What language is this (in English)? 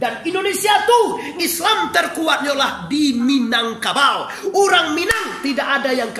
Minangkabau